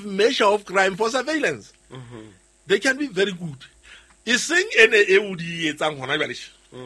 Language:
Southern Sotho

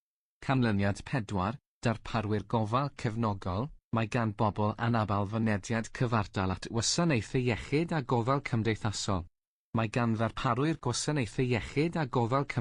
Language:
Welsh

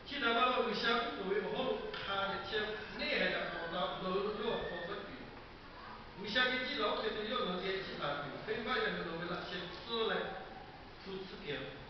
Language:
Lahu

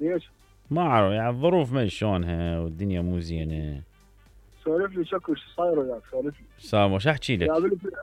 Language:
Mesopotamian Arabic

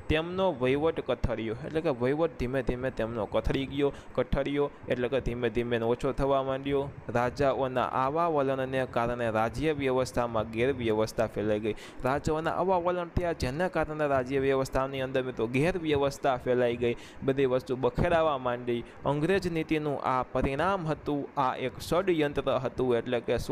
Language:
Gujarati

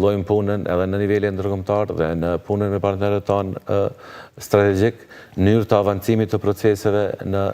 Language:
Albanian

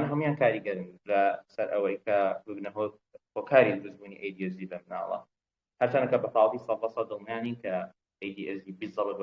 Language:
Central Kurdish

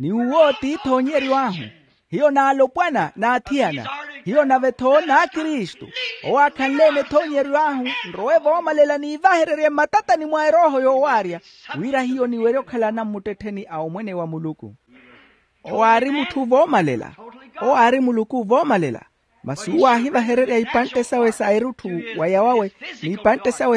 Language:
Makhuwa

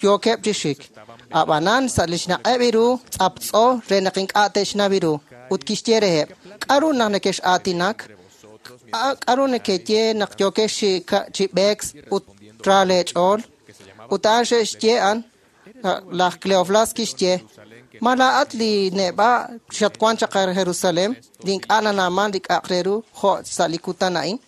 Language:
Kekchí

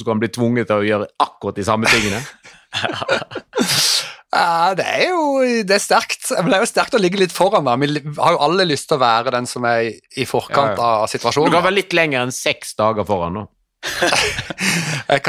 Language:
Norwegian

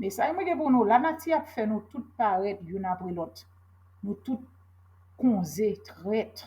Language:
Haitian Creole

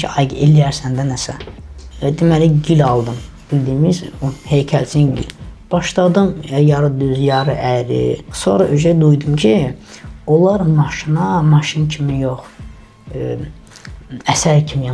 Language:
Azerbaijani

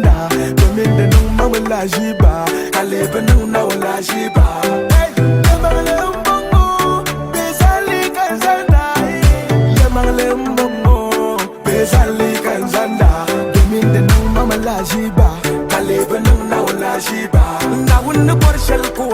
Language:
Dagbani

